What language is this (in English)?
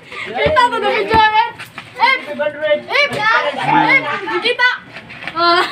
Cebuano